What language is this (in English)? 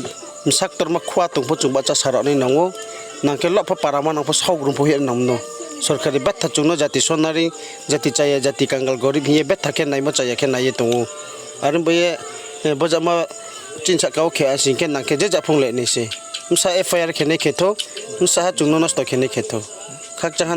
Riang (India)